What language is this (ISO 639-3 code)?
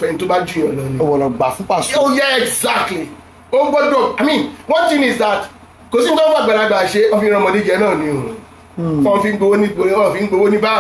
yor